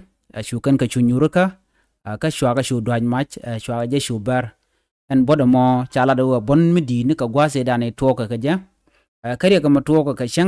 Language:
Nuer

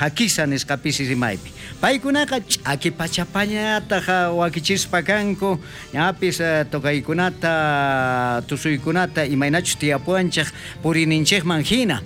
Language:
South Bolivian Quechua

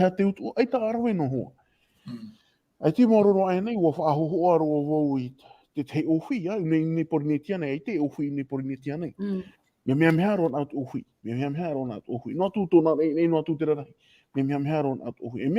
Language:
Tahitian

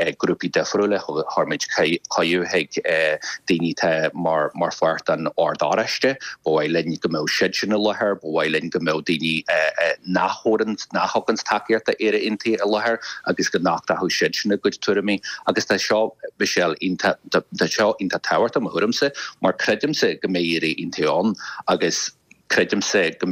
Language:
Irish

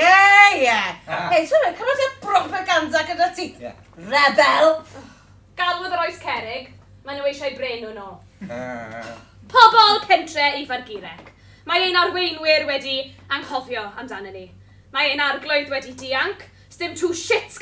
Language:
Welsh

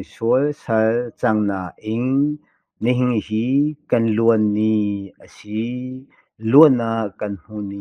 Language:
Hakha Chin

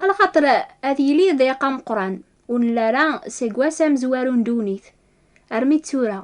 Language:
Kabyle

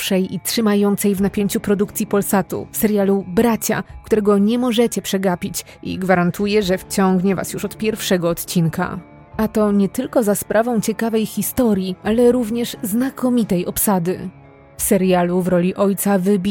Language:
Polish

